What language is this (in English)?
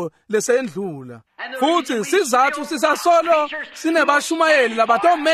Swati